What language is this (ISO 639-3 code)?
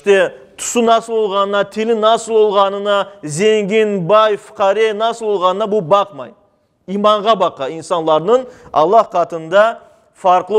crh